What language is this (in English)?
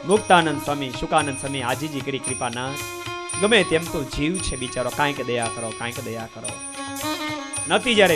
Gujarati